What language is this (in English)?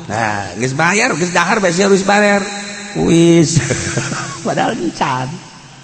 Sundanese